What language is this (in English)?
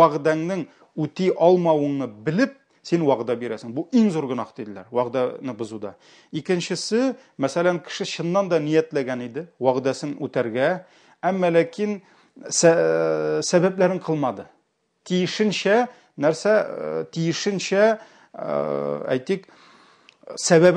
Tatar